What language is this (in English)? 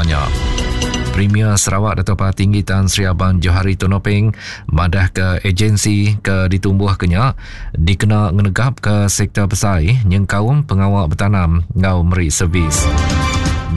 Iban